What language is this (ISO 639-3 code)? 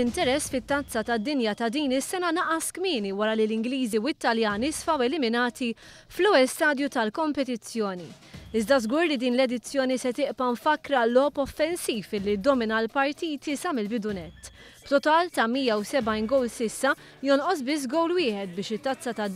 mlt